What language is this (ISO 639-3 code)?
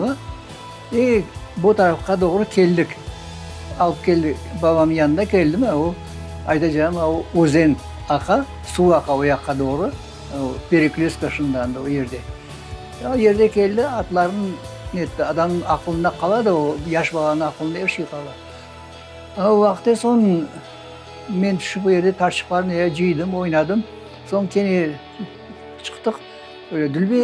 crh